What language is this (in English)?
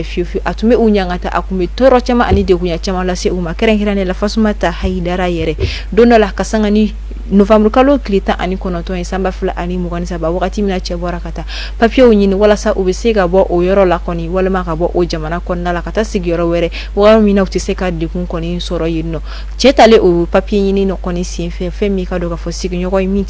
Bambara